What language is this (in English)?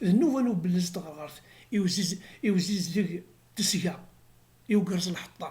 Kabyle